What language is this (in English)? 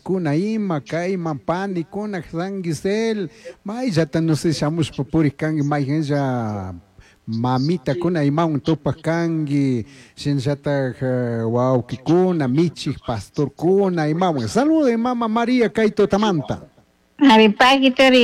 Chimborazo Highland Quichua